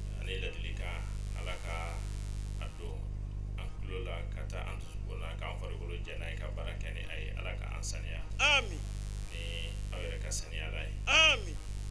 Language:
Bambara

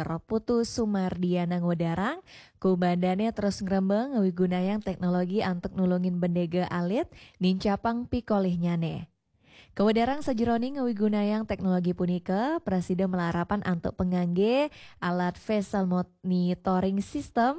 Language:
Balinese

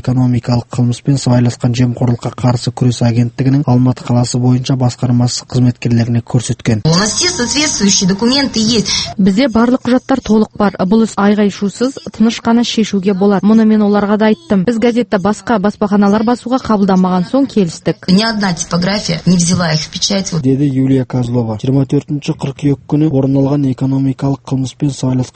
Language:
Kazakh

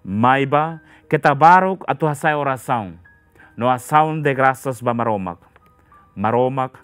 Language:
Tetum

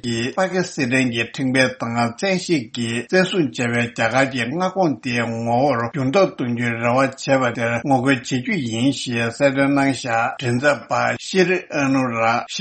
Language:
Tibetan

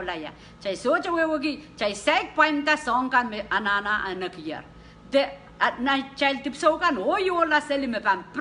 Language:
Pohnpeian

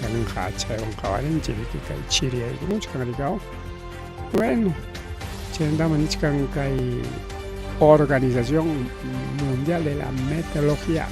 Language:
Ayacucho Quechua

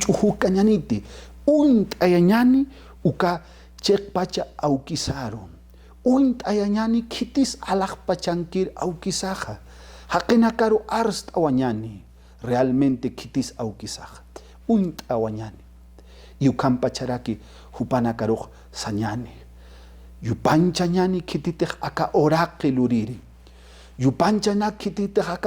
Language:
Aymara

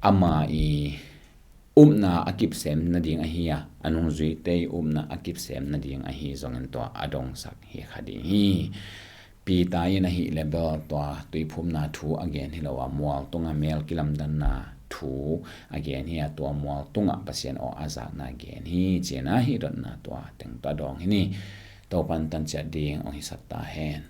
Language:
Tedim Chin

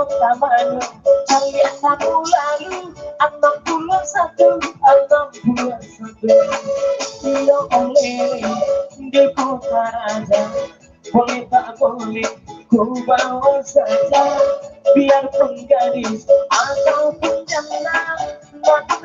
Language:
Minangkabau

